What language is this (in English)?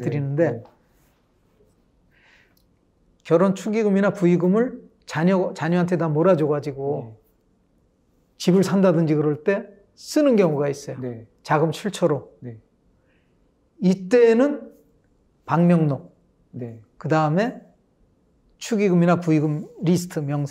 Korean